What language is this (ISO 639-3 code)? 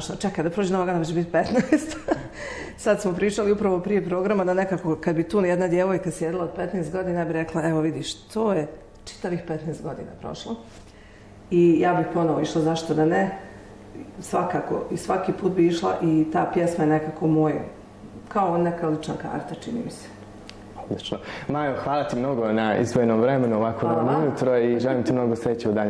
bos